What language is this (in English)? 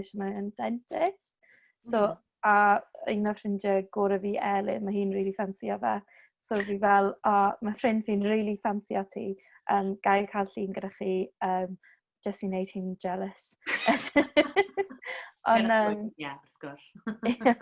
Welsh